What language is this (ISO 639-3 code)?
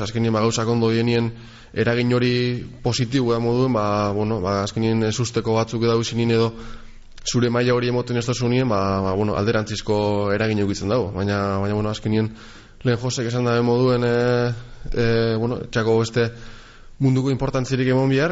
eus